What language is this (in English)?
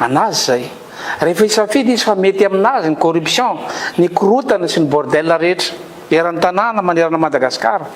Malagasy